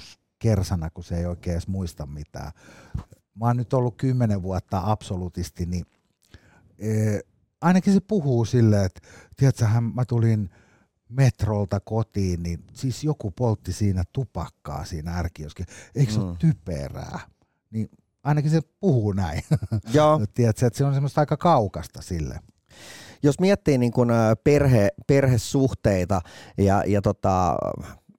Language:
Finnish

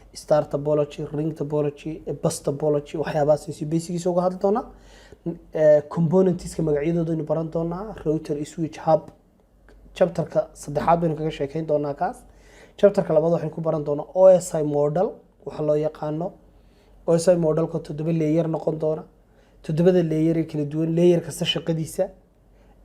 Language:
Somali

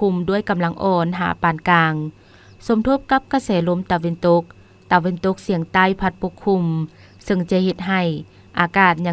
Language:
Lao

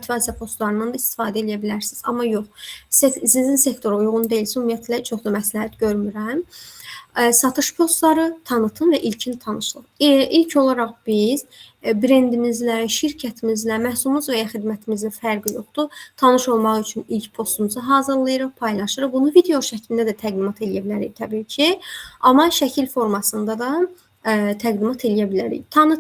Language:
Azerbaijani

